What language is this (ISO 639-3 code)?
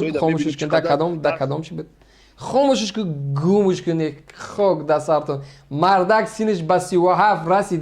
tgk